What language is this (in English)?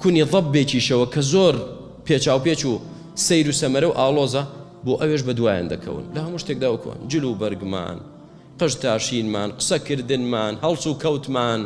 Central Kurdish